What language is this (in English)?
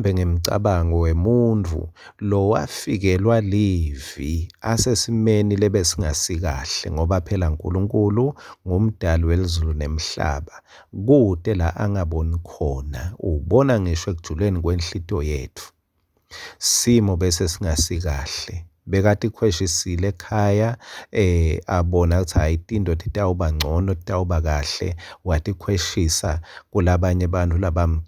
Swati